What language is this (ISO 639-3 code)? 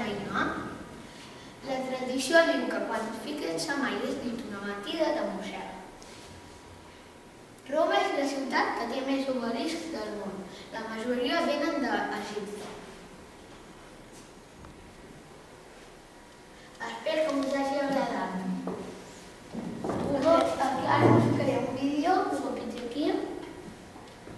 cat